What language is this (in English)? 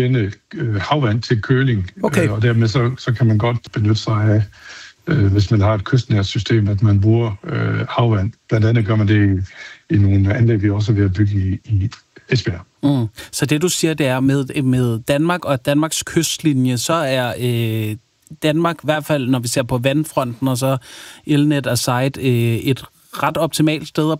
Danish